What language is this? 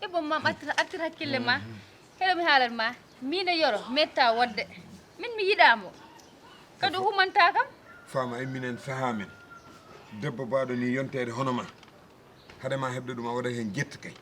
Fula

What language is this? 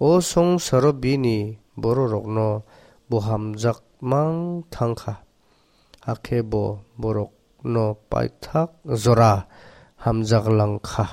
Kok Borok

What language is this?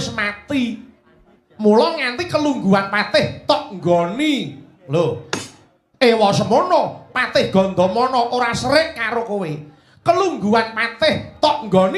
Javanese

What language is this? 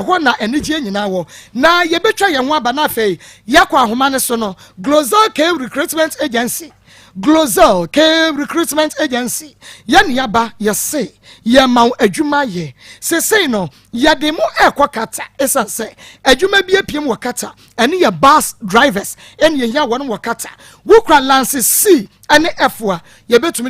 Akan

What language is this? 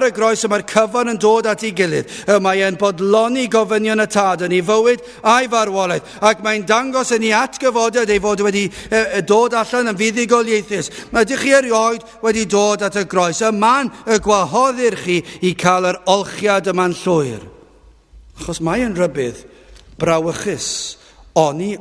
Welsh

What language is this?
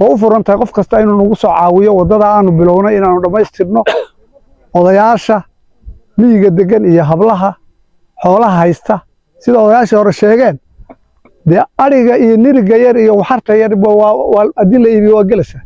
Somali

